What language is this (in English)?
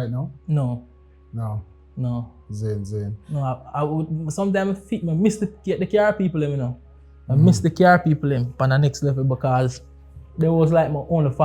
Jamaican Creole English